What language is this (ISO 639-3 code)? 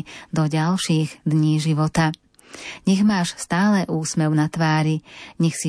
slk